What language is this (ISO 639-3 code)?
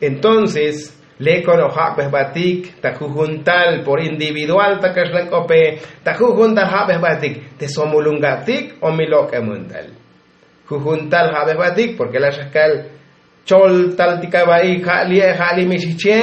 tzo